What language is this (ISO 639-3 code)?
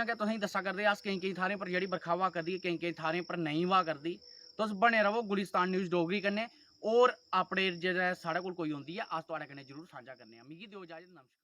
doi